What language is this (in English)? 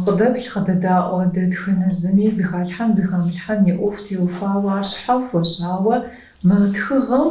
Kabardian